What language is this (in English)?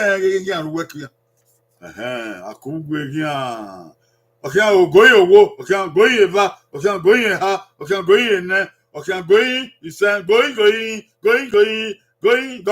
Bini